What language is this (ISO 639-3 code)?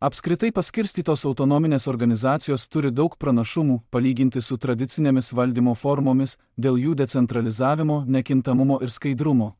lit